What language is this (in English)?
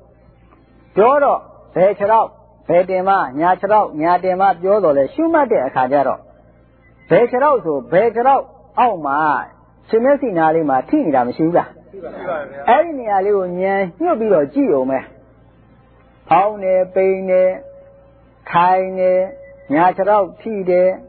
Burmese